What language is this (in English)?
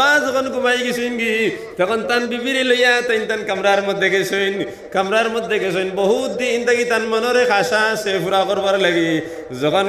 Sylheti